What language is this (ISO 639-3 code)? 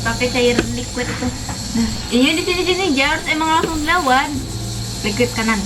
bjn